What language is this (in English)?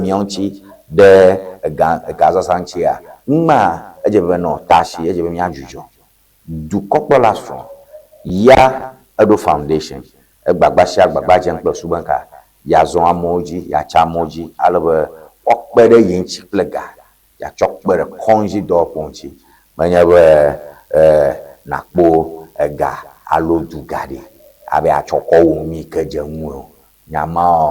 Ewe